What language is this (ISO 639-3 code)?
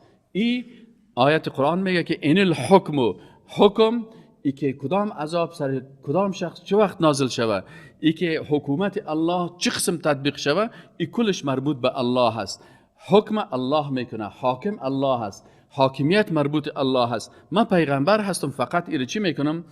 fas